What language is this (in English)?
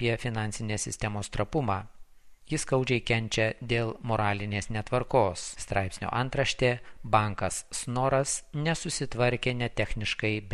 Lithuanian